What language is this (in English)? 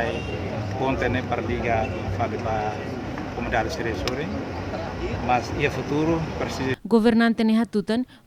Tetum